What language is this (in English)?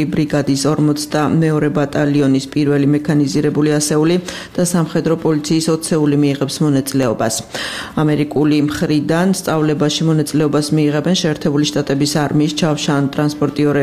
Georgian